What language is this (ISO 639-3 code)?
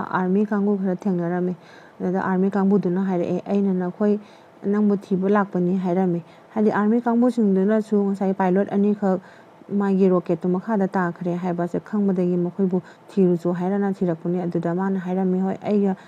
mni